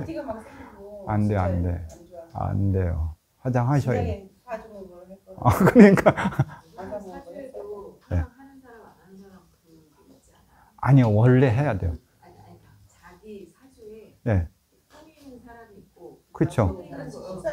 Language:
Korean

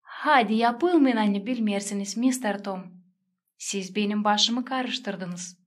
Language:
Gagauz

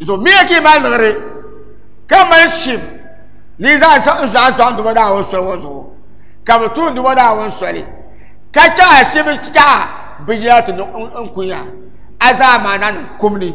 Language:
Dagbani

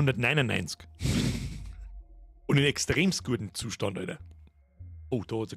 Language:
Bavarian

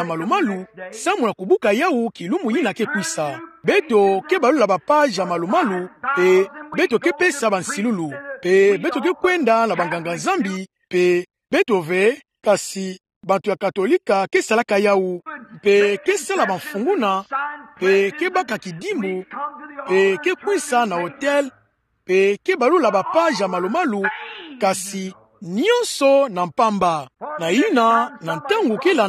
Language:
Kituba (Democratic Republic of Congo)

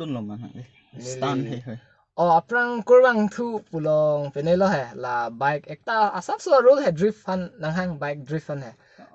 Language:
Karbi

